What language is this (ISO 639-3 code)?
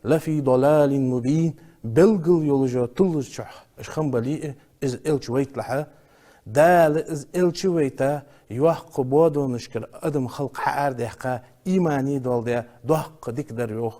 inh